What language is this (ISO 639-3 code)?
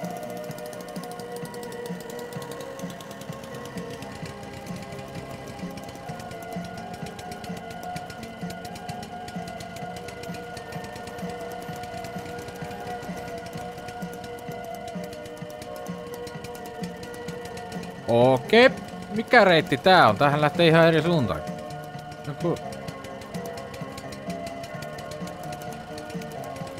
fin